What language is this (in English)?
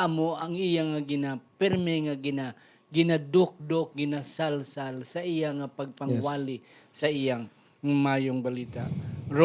Hiligaynon